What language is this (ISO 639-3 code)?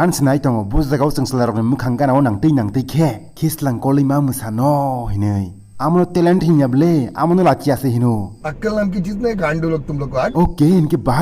trp